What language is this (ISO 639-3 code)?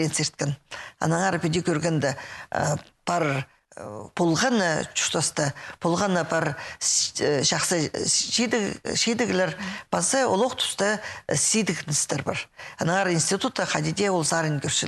kjh